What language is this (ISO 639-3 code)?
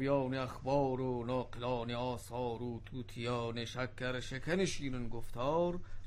fas